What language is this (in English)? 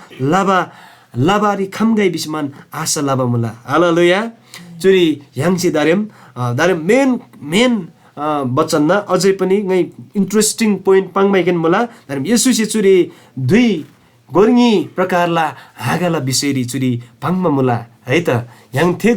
Eastern Tamang